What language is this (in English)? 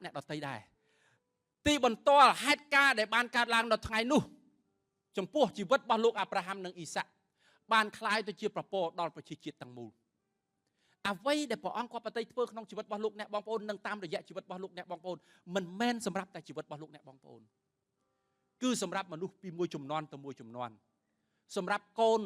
Khmer